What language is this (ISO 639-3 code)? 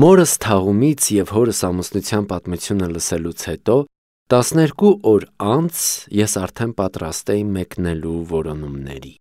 hye